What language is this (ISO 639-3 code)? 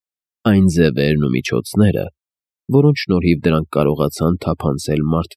hye